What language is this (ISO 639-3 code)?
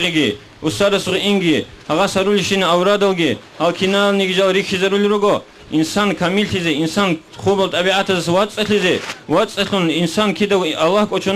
ava